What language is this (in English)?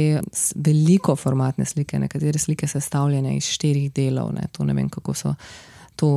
Slovenian